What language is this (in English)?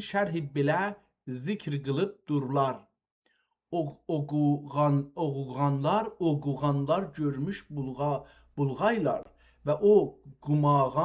South Azerbaijani